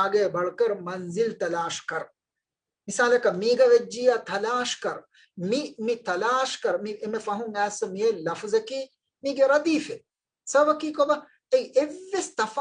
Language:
Divehi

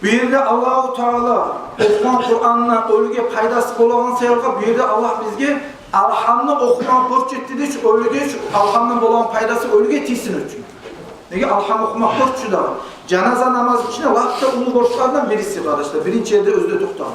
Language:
Kumyk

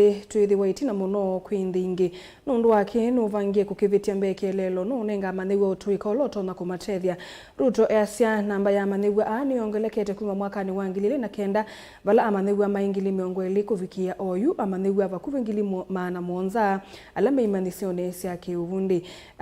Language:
Kamba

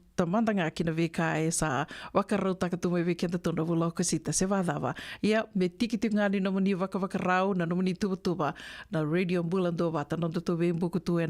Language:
Fijian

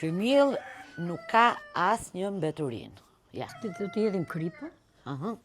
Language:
Albanian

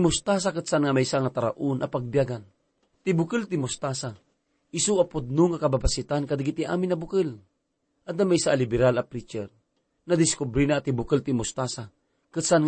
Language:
Iloko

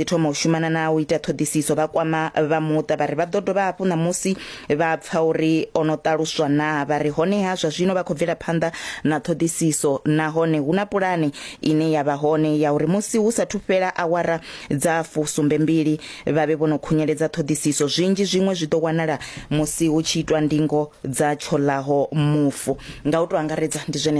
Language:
Venda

